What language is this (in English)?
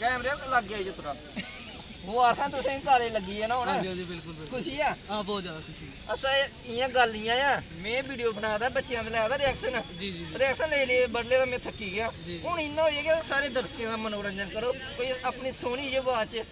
Dogri